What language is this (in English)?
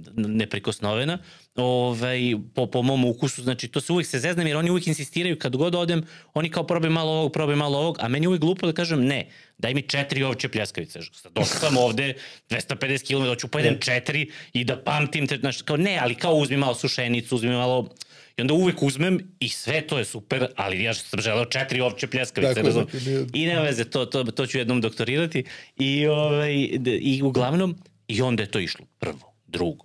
Serbian